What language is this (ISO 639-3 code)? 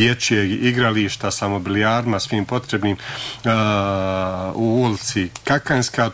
bos